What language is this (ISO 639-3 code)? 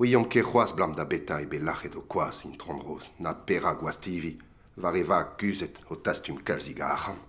bre